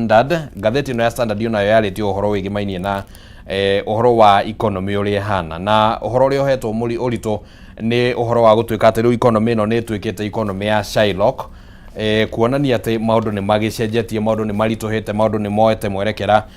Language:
Kikuyu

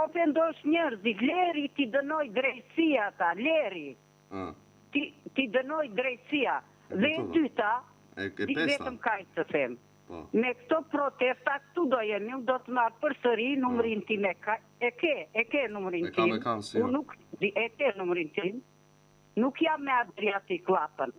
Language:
Albanian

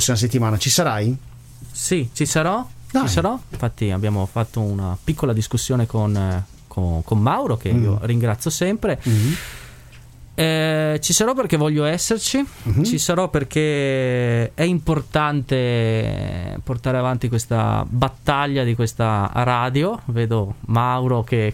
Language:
Italian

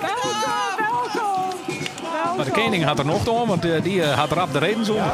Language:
Western Frisian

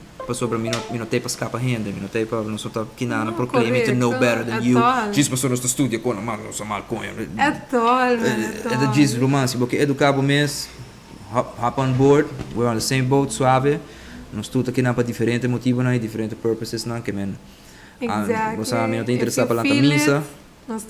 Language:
Papiamento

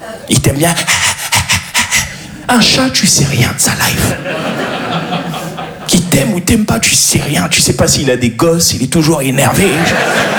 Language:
French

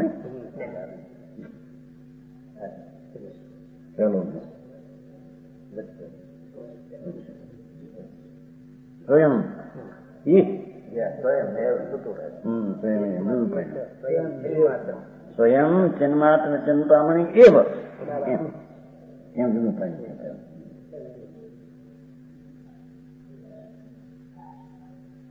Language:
Gujarati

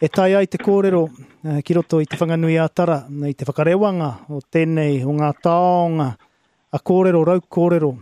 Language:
Māori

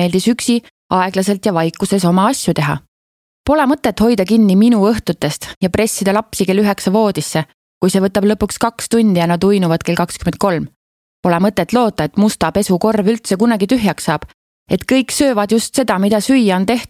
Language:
Estonian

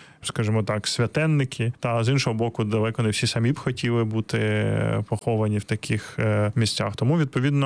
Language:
Ukrainian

